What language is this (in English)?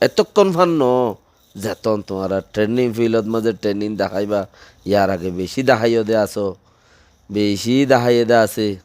Rohingya